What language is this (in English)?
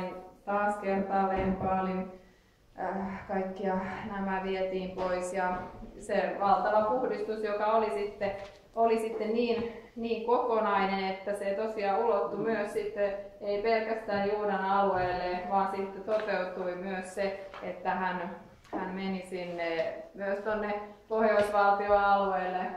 Finnish